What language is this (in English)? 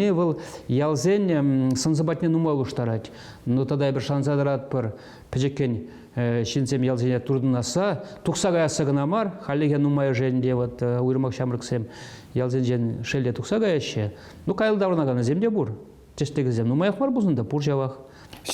Chuvash